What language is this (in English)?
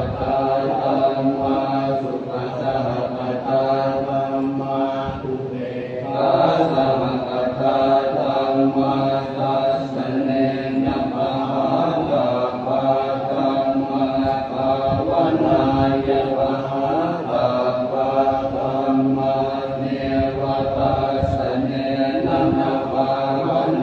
Pali